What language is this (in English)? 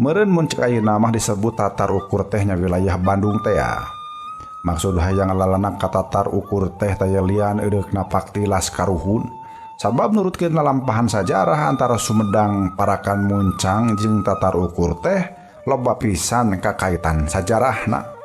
Sundanese